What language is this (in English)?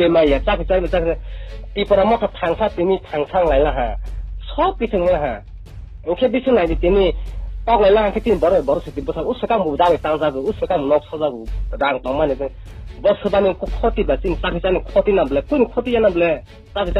Riang (India)